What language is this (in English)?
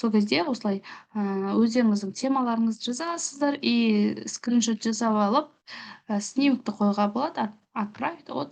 Kazakh